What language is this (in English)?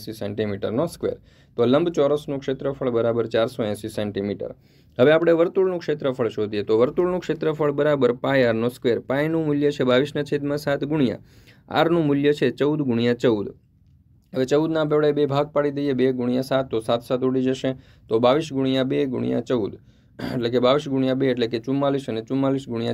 Gujarati